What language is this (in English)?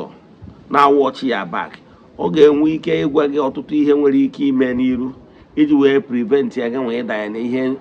Igbo